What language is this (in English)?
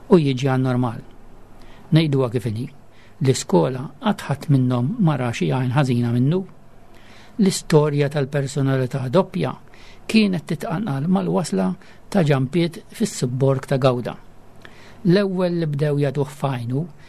Maltese